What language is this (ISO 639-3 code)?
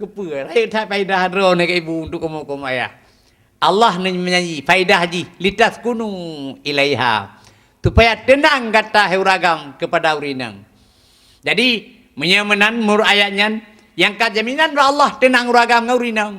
ace